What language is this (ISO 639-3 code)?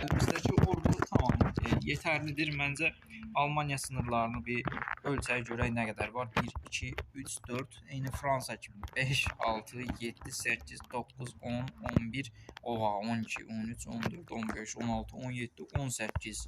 aze